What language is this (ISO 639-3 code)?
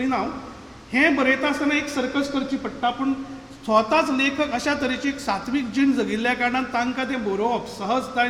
kok